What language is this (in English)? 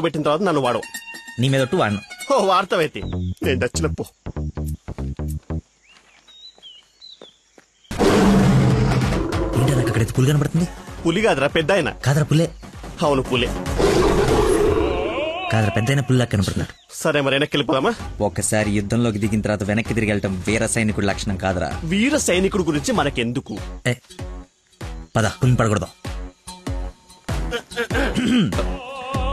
Telugu